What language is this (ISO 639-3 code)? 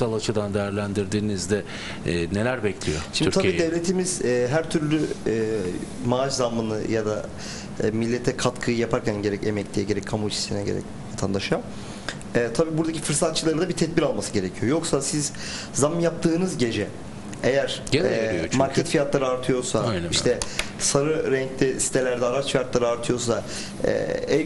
tur